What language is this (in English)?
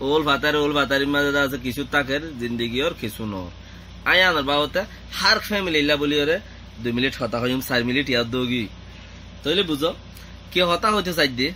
Rohingya